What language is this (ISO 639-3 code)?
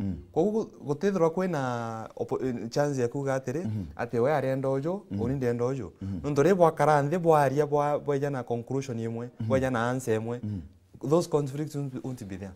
mer